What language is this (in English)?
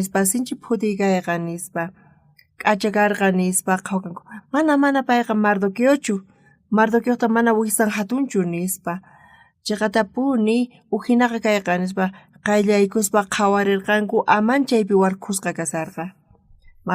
South Bolivian Quechua